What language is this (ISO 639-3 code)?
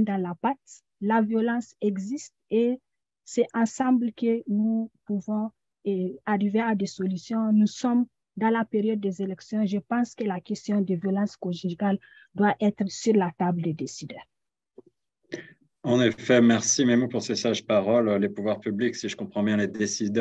fra